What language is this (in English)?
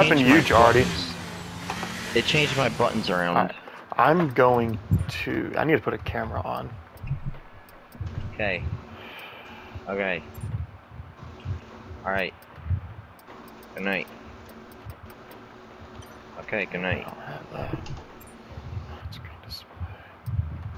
English